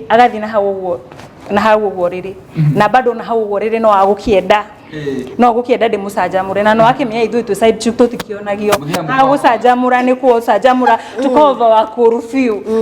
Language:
Kikuyu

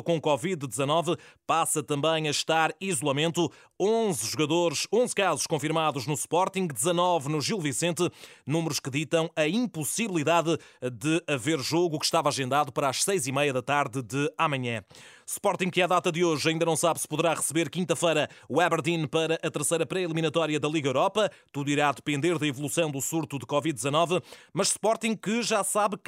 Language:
Portuguese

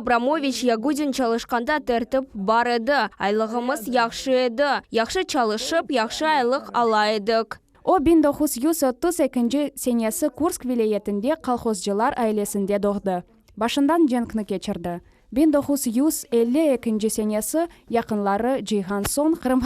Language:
Crimean Tatar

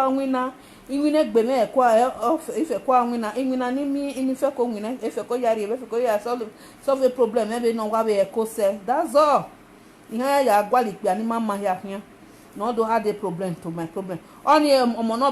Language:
Nigerian Pidgin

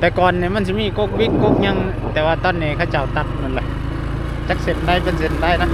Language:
Northeastern Thai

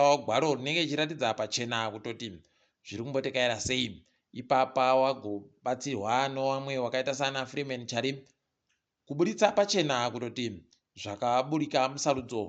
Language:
Ndau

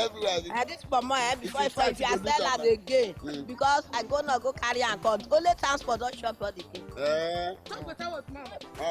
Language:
Nigerian Pidgin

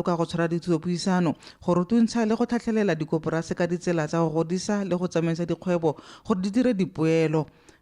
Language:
Tswana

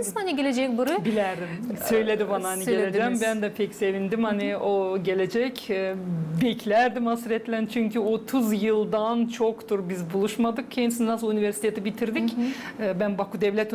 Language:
Gagauz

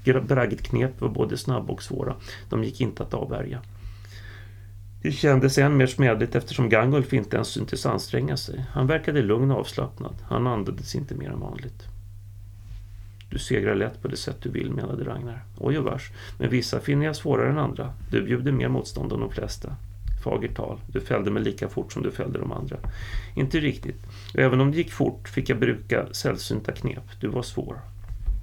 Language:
Swedish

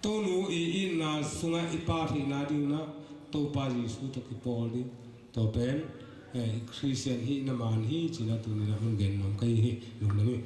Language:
Tedim Chin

